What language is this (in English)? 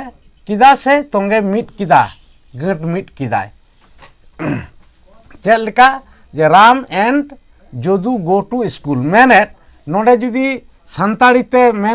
Santali